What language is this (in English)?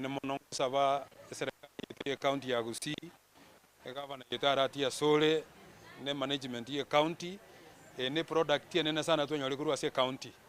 Gusii